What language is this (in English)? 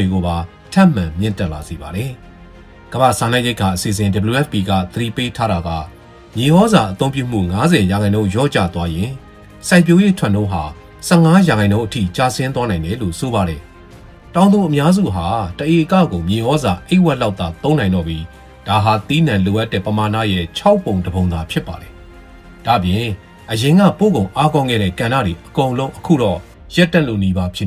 Burmese